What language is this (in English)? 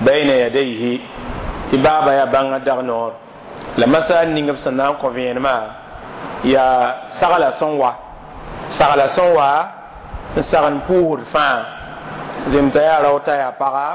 Mossi